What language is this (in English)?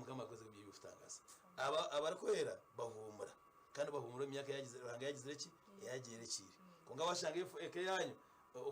Nyankole